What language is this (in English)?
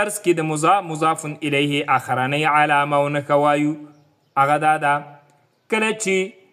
Pashto